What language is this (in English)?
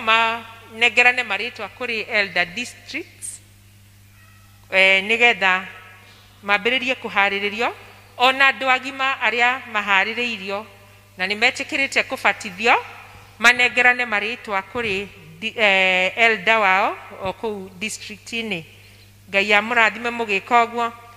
Kikuyu